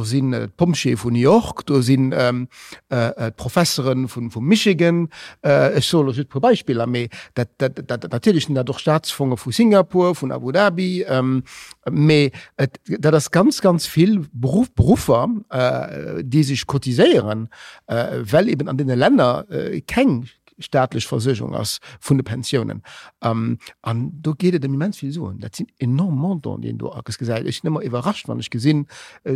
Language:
Luxembourgish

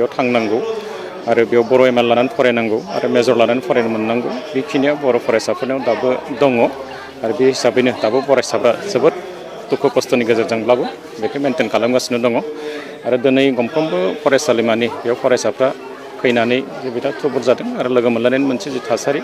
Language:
Bodo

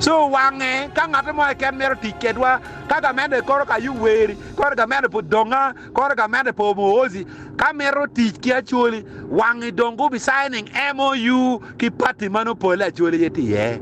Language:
Acoli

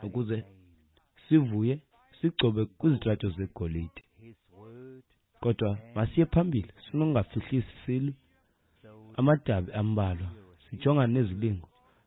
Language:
Xhosa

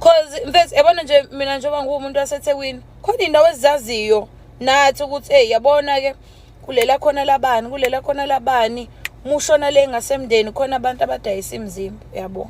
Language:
Zulu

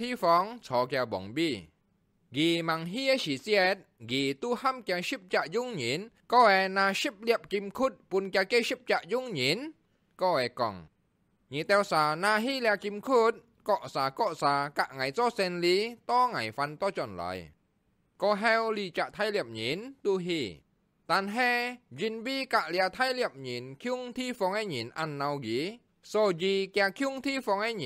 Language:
Hakka Chinese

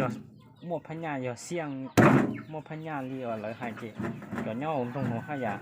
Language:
Hmong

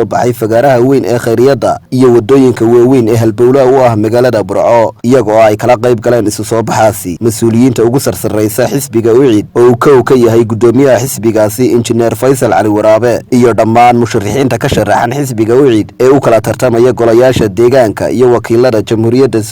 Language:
Somali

